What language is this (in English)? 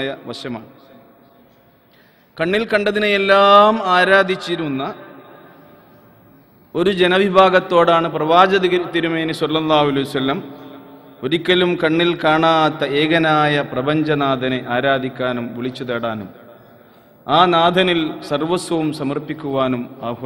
Malayalam